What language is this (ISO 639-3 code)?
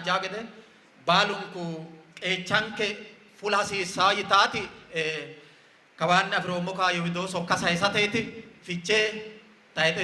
sid